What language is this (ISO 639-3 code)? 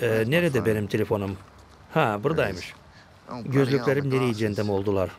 gag